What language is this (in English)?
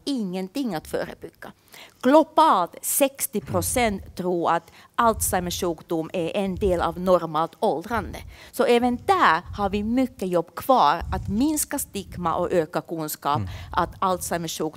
Swedish